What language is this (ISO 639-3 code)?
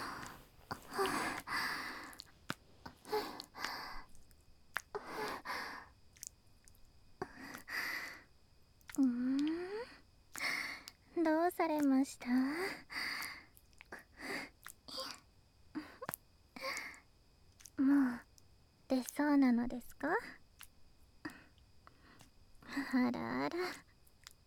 jpn